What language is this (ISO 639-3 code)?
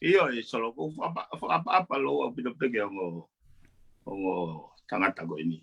ton